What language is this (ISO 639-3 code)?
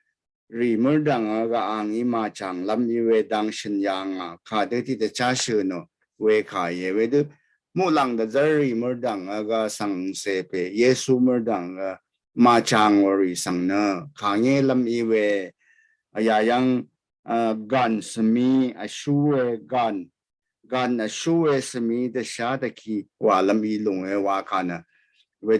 raw